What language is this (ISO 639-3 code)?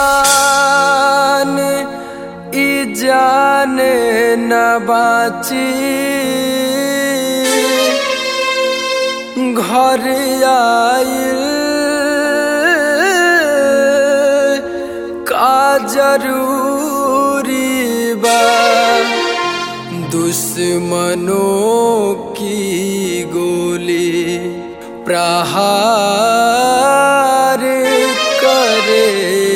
bho